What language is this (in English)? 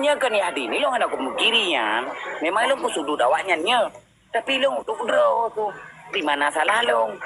Achinese